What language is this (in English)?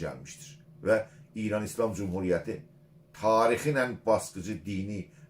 South Azerbaijani